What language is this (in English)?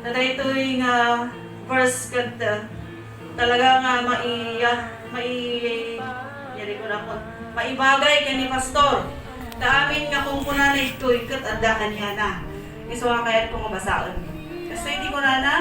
Iloko